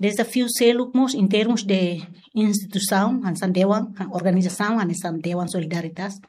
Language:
Tetum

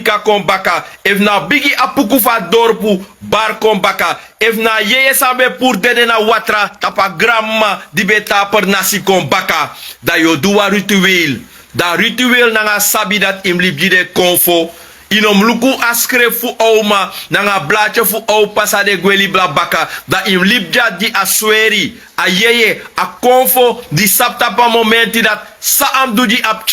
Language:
Sranan Tongo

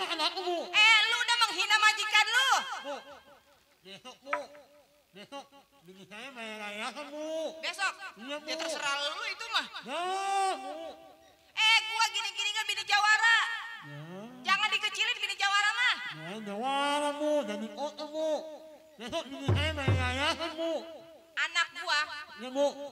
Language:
Betawi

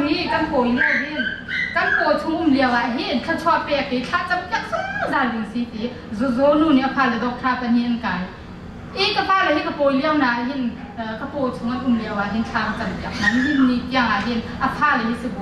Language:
Hakha Chin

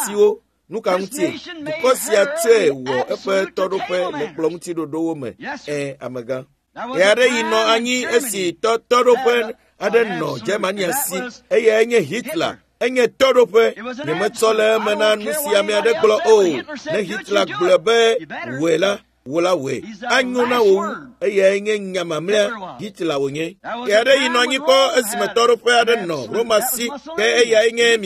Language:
Ewe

